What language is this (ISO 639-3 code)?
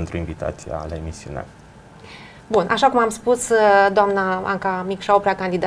ron